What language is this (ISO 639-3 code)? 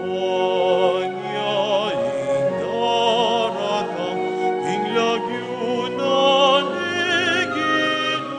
pam